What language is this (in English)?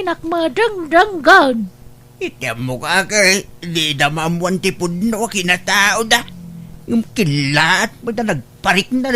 Iloko